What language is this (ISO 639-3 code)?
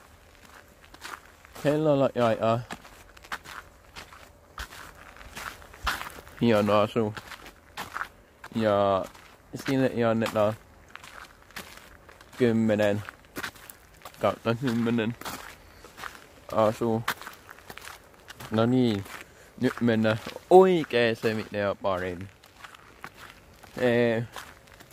fin